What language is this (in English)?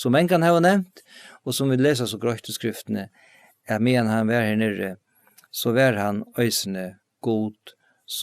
Faroese